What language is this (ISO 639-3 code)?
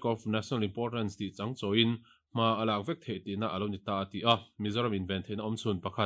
lus